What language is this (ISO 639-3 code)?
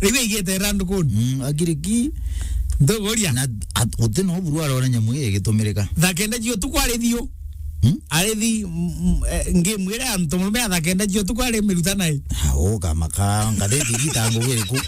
mer